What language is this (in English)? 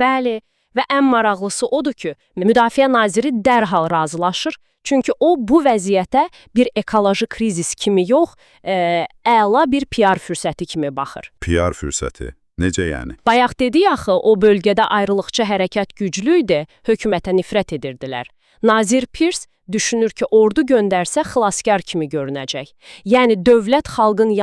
Azerbaijani